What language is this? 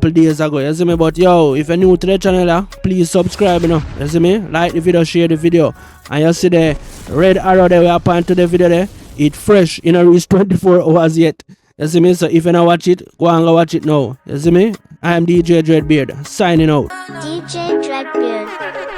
Jamaican Creole English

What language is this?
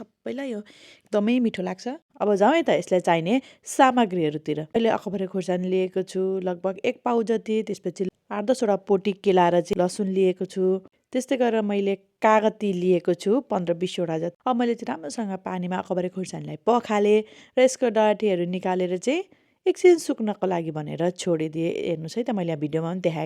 Nepali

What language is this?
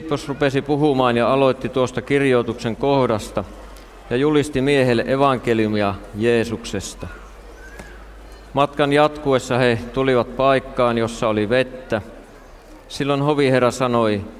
Finnish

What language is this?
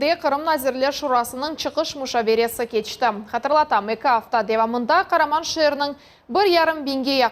Crimean Tatar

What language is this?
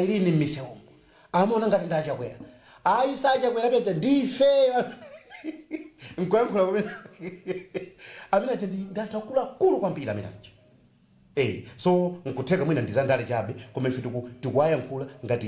Nyanja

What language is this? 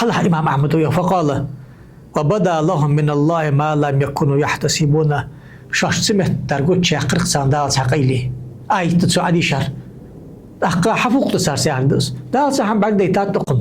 Ingush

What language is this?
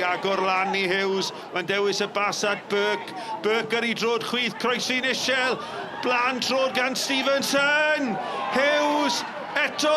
Welsh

